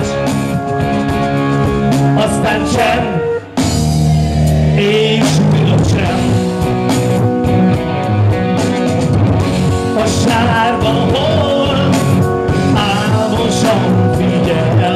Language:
Hungarian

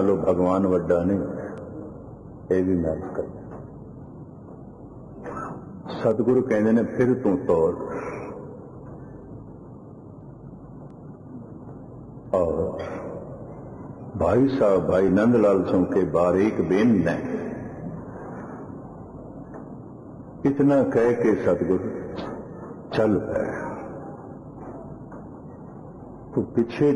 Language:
Punjabi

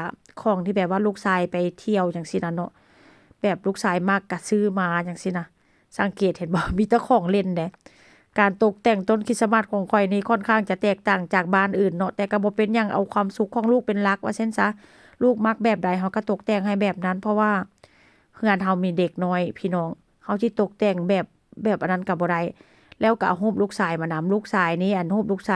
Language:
Northeastern Thai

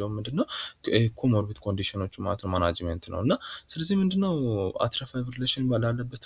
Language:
Amharic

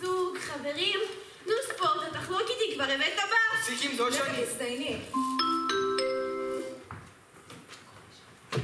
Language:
Hebrew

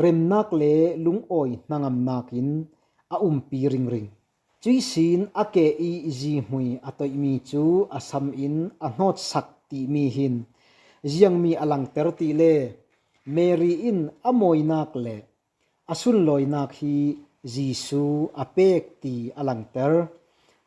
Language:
Falam Chin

